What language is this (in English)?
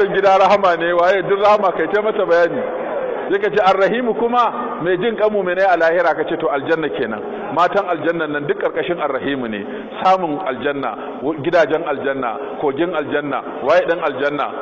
Hausa